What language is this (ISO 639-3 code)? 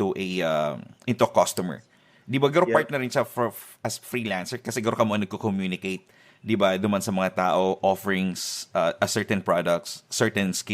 bik